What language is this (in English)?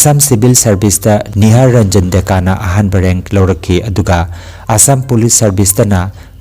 Manipuri